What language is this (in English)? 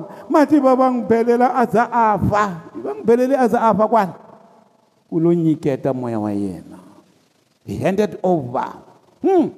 Tsonga